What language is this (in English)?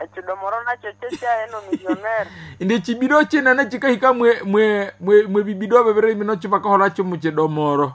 Nande